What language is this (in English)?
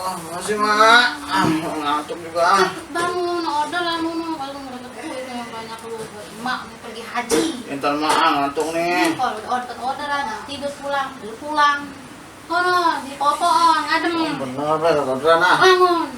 Betawi